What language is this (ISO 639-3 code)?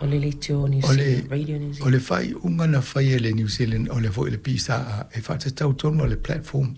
smo